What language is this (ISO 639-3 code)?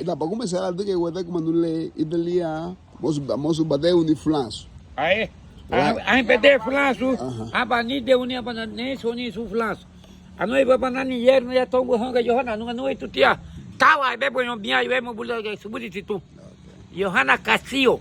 cab